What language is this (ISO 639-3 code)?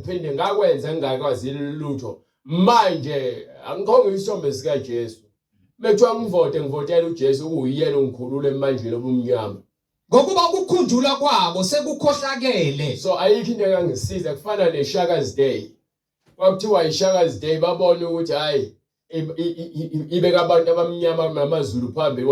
zul